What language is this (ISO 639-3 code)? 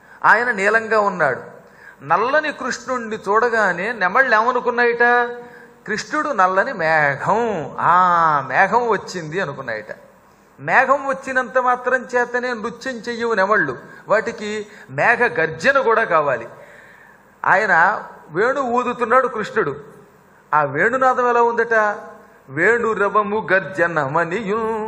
tel